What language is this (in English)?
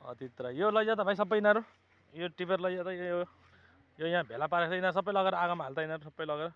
Nepali